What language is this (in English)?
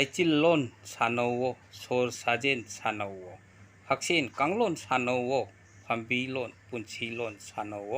Manipuri